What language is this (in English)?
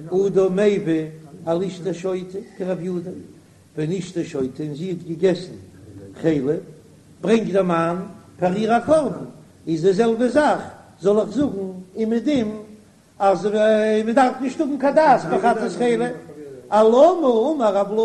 Yiddish